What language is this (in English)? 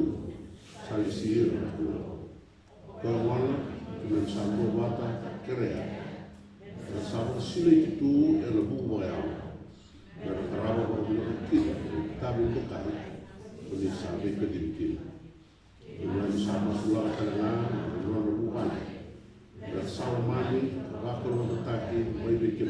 Fijian